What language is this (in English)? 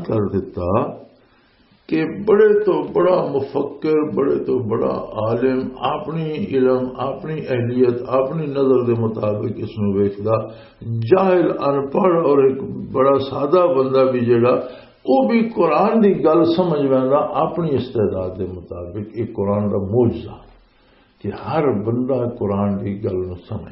Western Panjabi